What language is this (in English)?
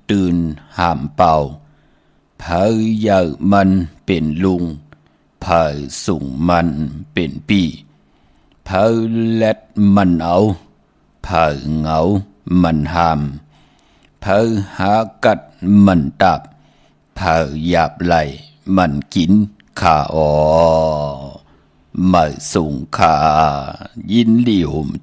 Shan